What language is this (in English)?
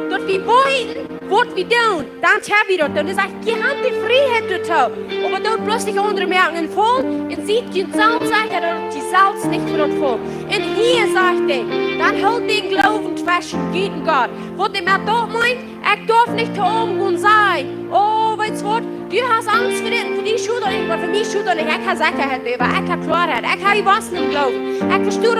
Plautdietsch